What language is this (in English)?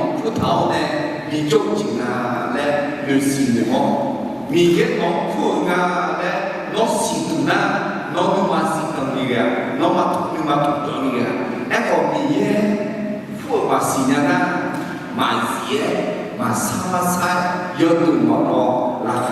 Akha